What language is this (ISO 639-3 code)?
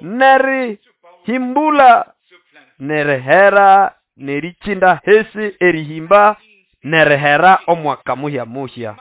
nnb